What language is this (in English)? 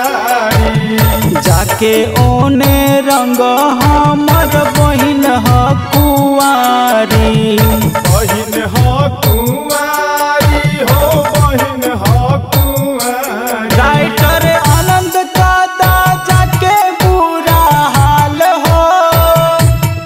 Bhojpuri